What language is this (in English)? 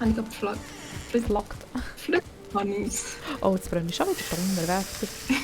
Swiss German